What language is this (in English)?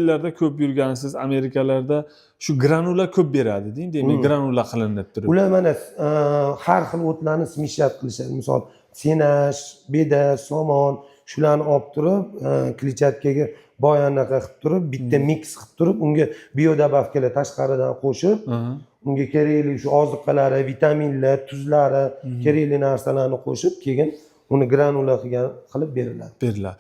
Uzbek